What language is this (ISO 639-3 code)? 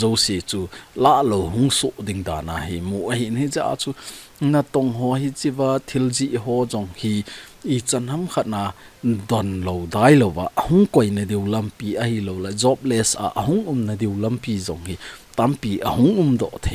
tcz